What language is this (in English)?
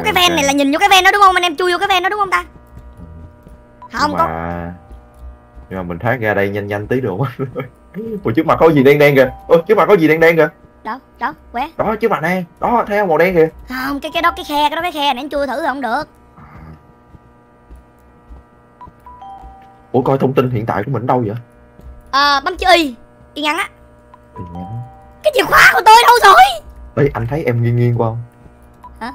Vietnamese